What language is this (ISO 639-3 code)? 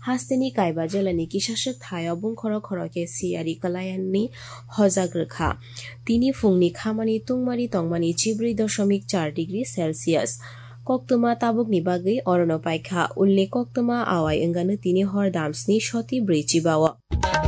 trp